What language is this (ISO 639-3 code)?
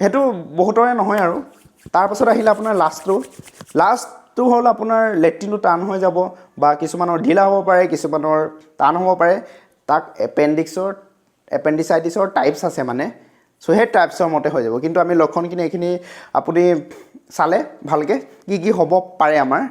asm